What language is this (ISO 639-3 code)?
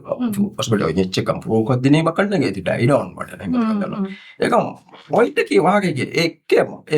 div